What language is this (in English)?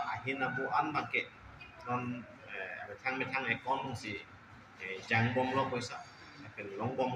Karbi